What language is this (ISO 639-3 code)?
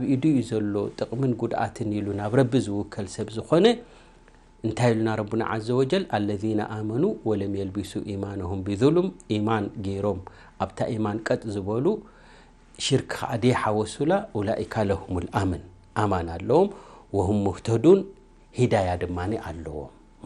tir